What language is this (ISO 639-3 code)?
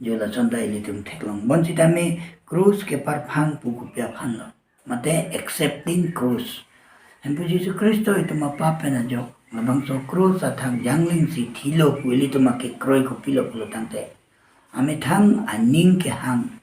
mjw